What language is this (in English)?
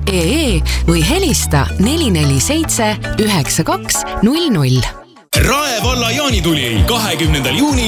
Estonian